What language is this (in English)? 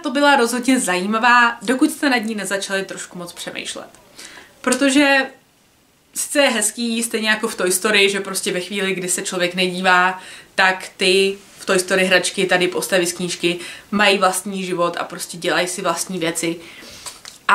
Czech